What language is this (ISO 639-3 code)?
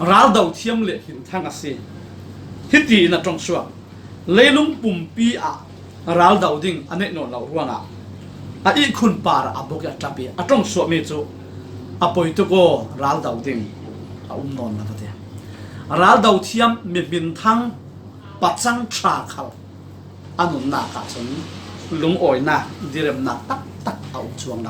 cfm